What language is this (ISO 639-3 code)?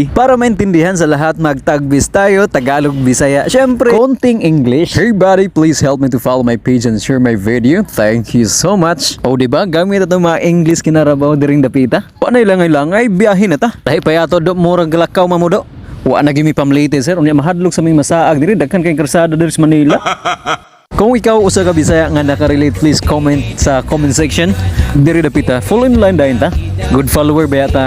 ceb